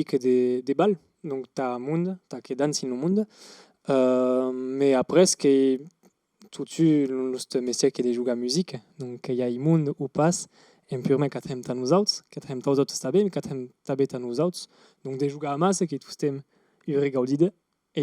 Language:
Occitan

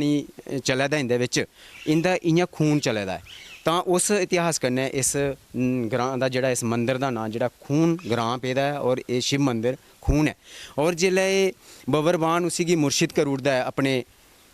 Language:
Dogri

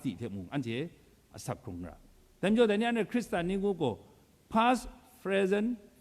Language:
Kachin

